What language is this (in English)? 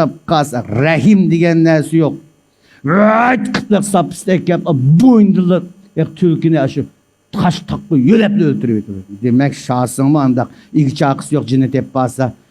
Uyghur